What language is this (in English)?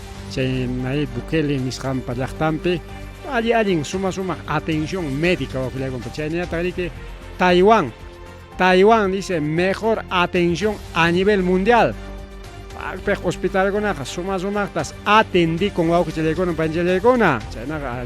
Ayacucho Quechua